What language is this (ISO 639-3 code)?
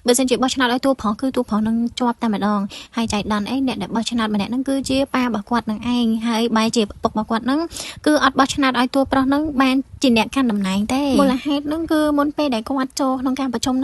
khm